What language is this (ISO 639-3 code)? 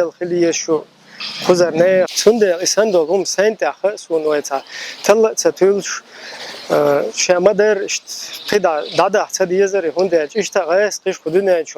che